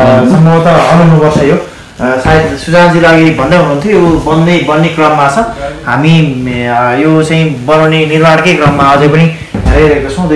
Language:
Nepali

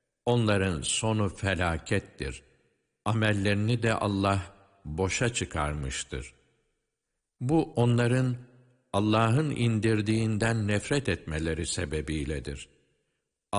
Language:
Turkish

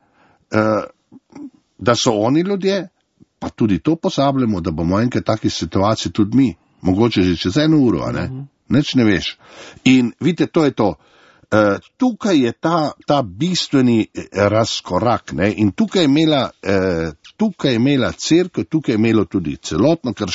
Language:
Slovenian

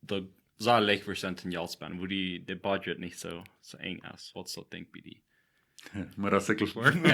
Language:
Plautdietsch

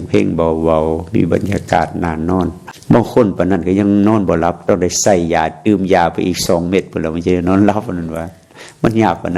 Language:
Lao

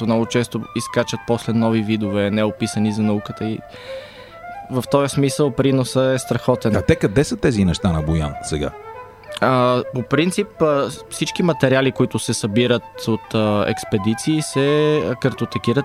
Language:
Bulgarian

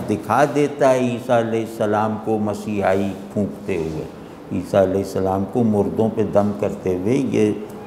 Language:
Urdu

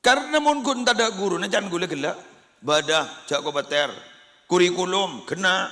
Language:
Madurese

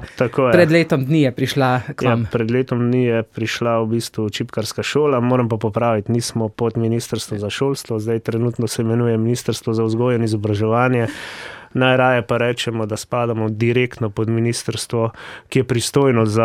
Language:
Slovenian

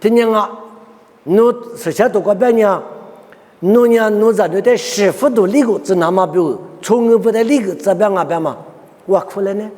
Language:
Lisu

